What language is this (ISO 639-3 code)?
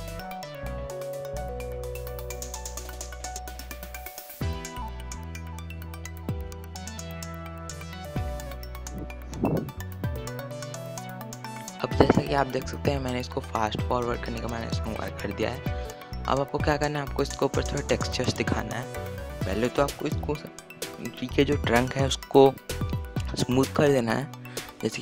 hin